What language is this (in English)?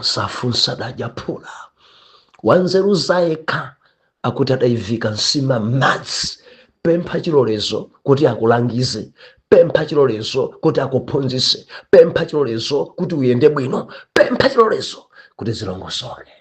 Nyanja